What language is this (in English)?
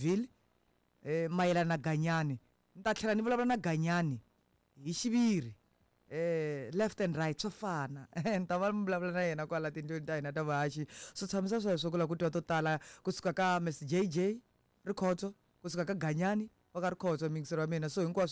Tsonga